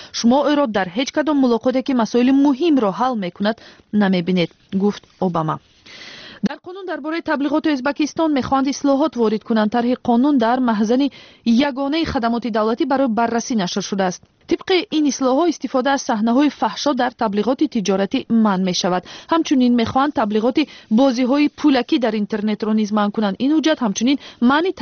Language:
Tajik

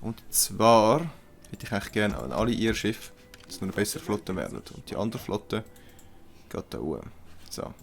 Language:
Swiss German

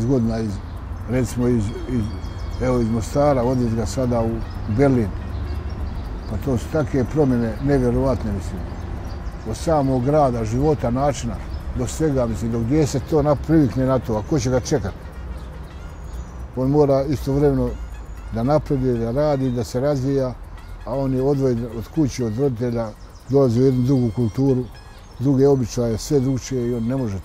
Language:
Bosnian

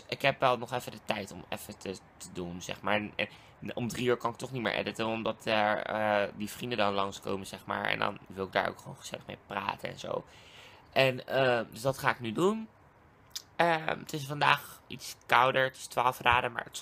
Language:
Dutch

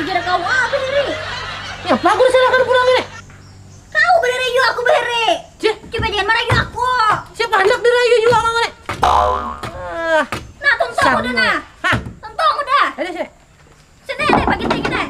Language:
Banjar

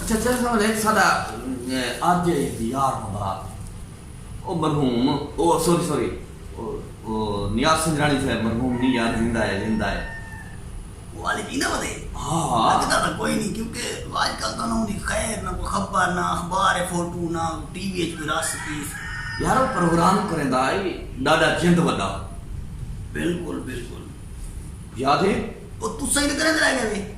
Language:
Saraiki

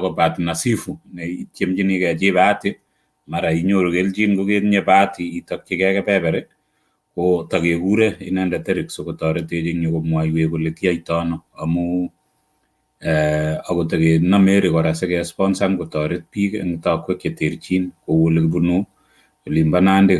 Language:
Kalenjin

